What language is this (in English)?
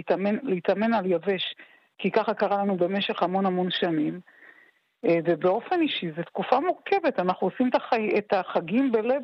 Hebrew